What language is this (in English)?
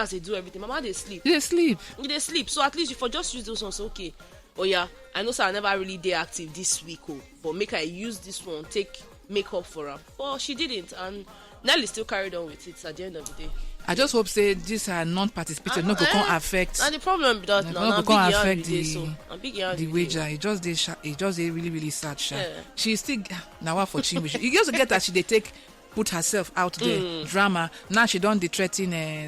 Nigerian Pidgin